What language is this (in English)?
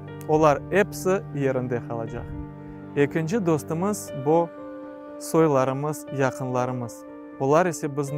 Crimean Tatar